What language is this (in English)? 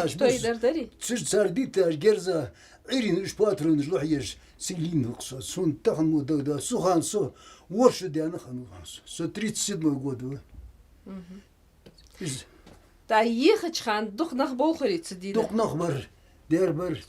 Ingush